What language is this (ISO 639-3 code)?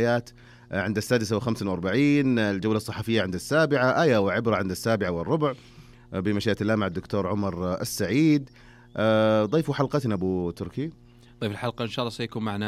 ars